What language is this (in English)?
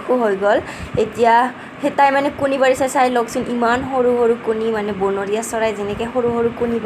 Assamese